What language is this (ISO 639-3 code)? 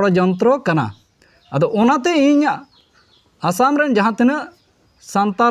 sat